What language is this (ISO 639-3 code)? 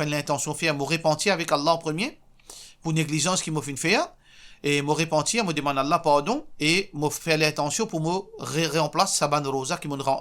mfe